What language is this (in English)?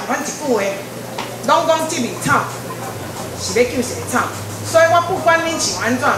Min Nan Chinese